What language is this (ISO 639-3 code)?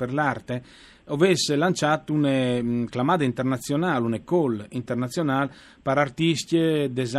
fur